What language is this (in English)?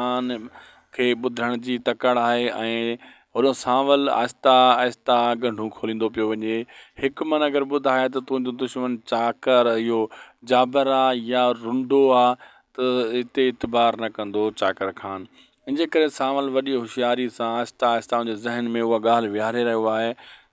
Sindhi